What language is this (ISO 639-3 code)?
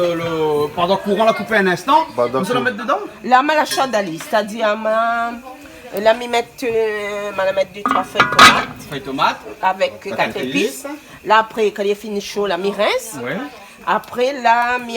rcf